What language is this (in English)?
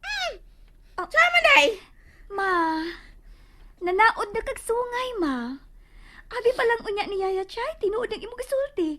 Cebuano